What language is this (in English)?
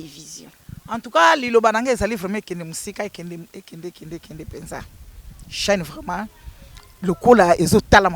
Lingala